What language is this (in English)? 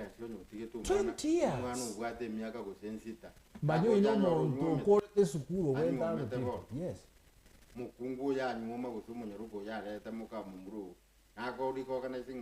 Gusii